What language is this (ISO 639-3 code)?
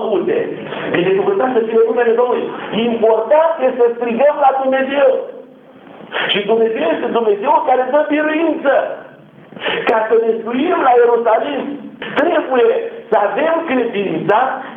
ron